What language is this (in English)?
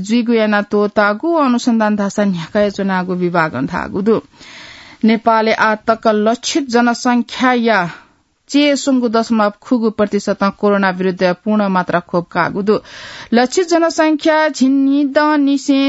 Newari